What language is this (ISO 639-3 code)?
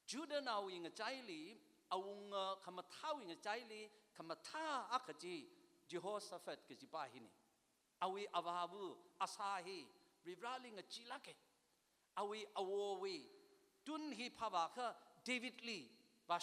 nmf